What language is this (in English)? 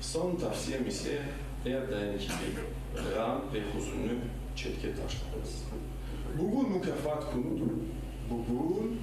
Crimean Tatar